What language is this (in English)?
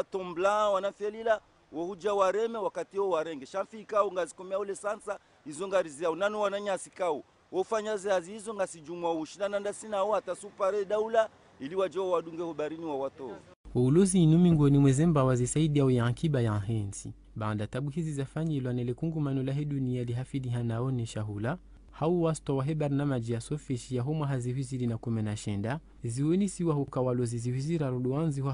Ngazidja Comorian